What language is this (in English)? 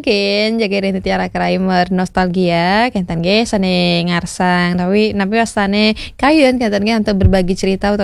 Balinese